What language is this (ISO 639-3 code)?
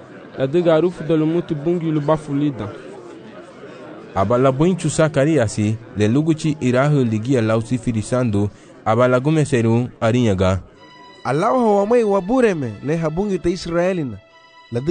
cab